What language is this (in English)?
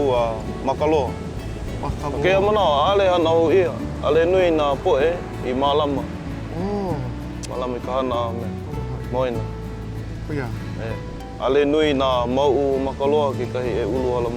Hawaiian